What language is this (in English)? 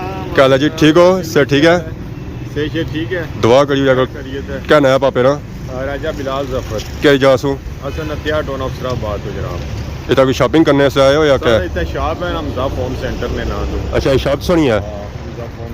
Pahari-Potwari